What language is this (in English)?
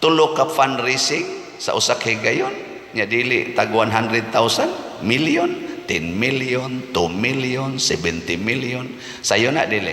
Cebuano